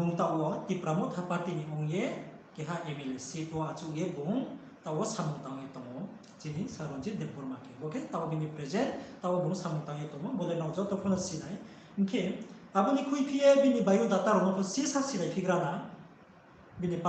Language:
Riang (India)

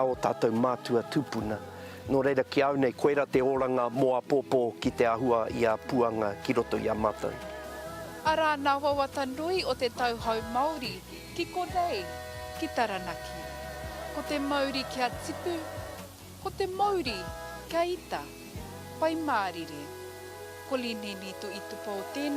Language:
Māori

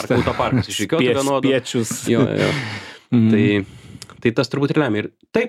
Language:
Lithuanian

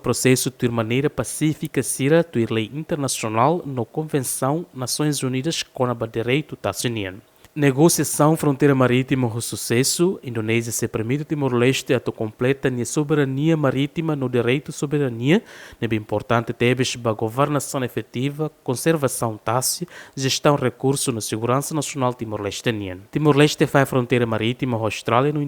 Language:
Tetum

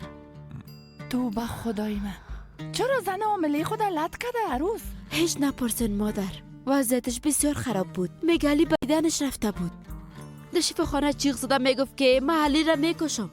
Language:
Persian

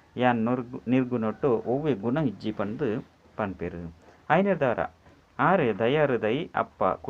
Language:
Tulu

